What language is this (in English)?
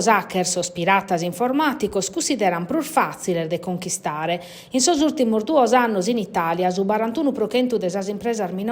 Sardinian